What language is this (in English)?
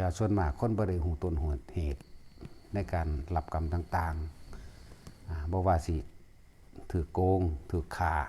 Lao